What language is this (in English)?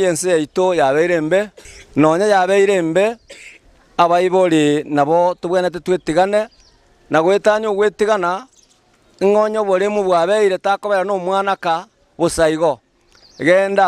Gusii